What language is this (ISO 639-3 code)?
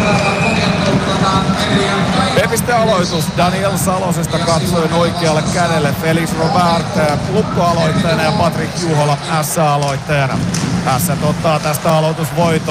fin